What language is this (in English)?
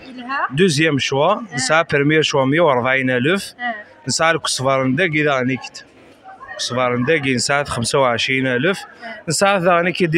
Kabyle